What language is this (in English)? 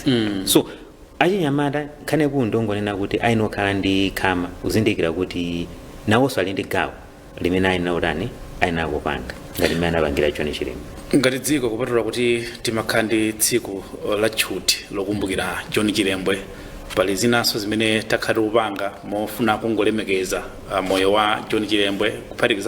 Nyanja